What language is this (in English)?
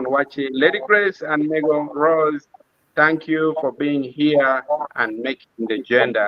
Acoli